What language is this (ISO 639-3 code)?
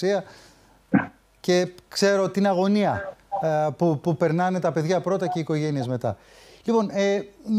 ell